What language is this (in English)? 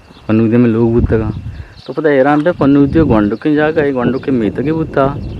Eastern Balochi